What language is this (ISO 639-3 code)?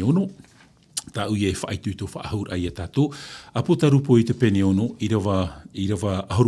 tah